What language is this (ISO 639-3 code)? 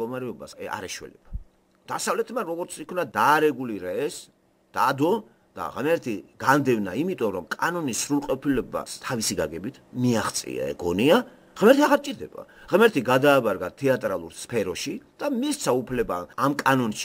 kat